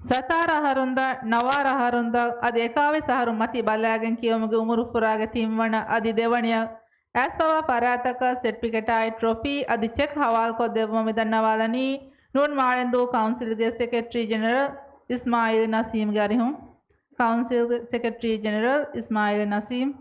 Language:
Divehi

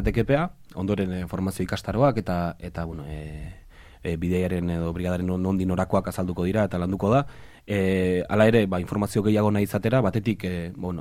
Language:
Basque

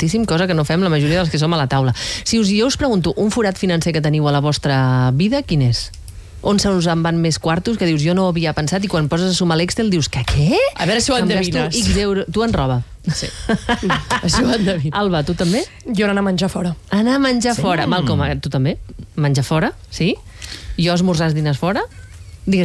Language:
Catalan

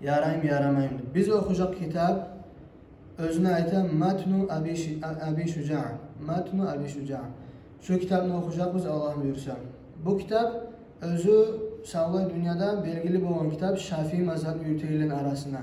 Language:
Kumyk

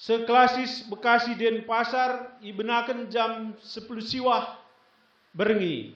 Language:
Batak Karo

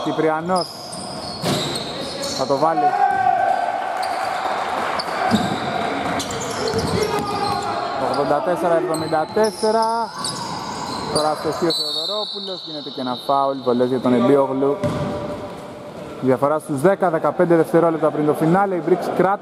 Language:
Greek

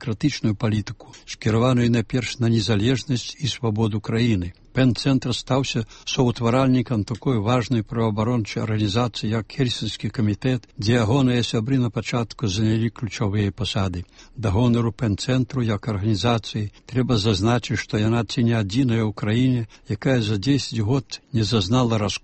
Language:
Belarusian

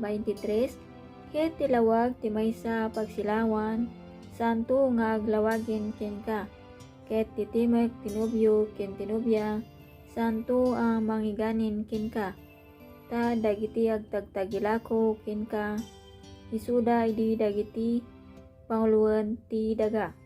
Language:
Iloko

